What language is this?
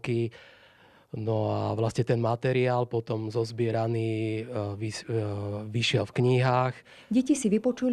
Slovak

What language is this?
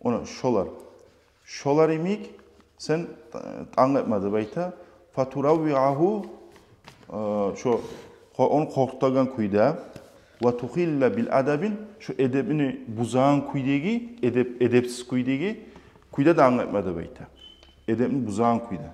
Kumyk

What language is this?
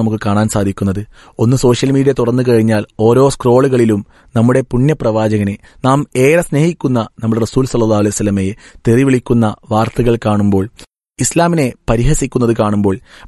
Malayalam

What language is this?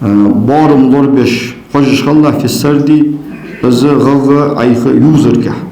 Ingush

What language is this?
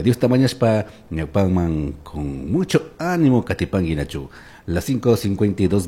Chimborazo Highland Quichua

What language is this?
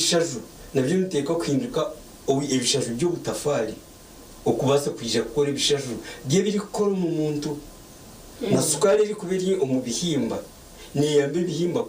Nyankole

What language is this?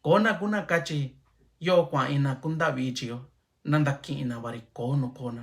Mixtepec Mixtec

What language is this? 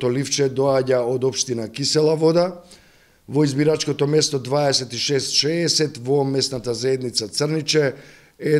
Macedonian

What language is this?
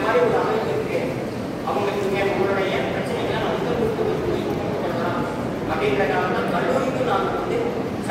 Tamil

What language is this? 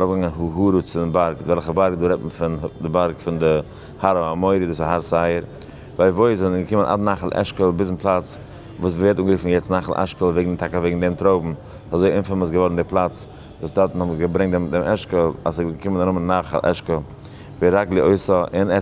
Yiddish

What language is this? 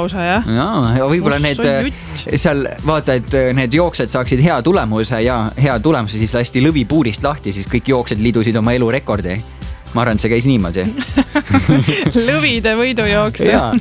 Estonian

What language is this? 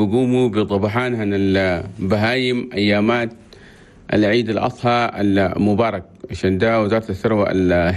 Chadian Arabic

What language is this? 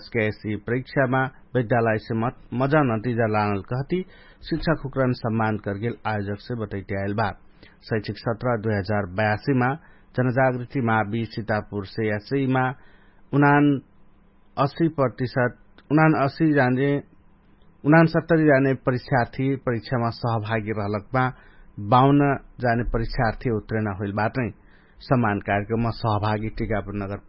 Dangaura Tharu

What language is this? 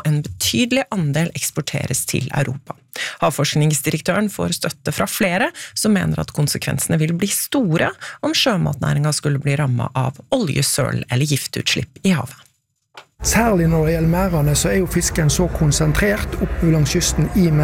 Norwegian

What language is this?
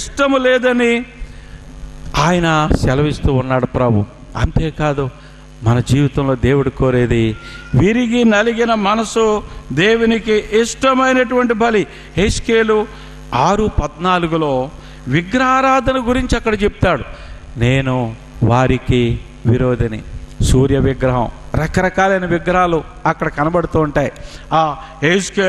Telugu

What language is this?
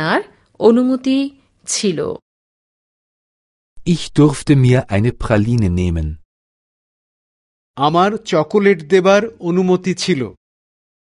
Bangla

